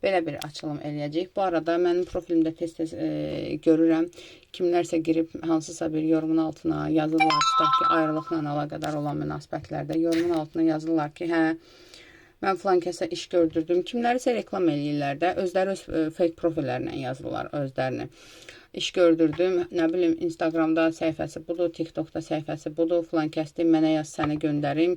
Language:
Azerbaijani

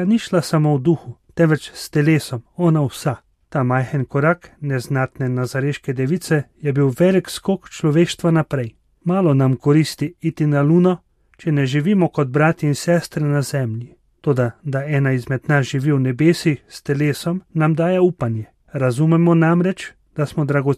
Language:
Slovenian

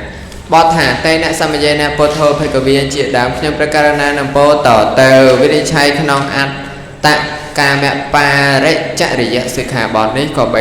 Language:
Khmer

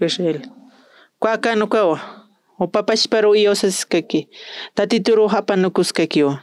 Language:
Aymara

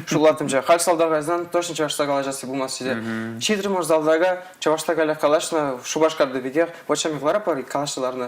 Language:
Chuvash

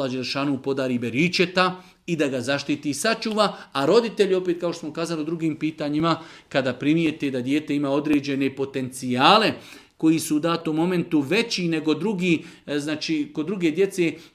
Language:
Bosnian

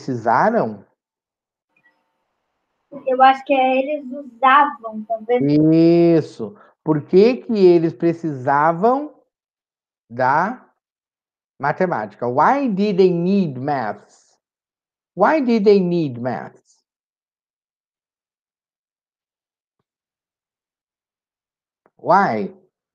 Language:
Portuguese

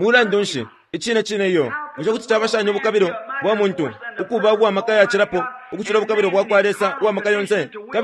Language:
Bemba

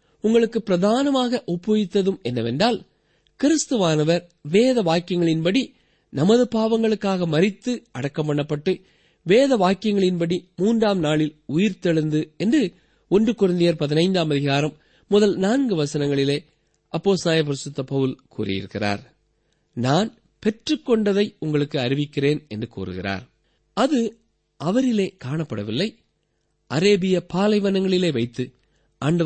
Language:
Tamil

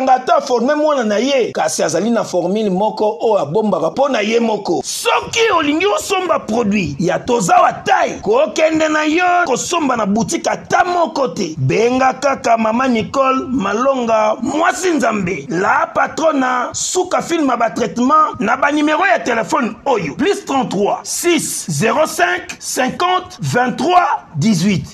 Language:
Lingala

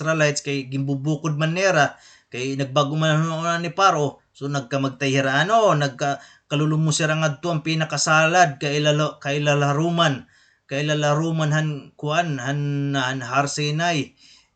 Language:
Waray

